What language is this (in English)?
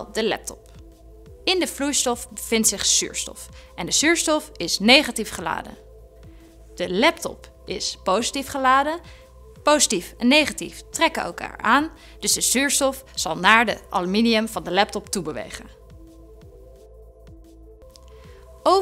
Dutch